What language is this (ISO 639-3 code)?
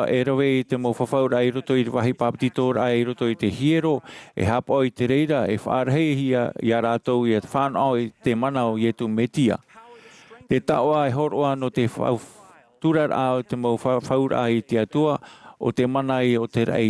tah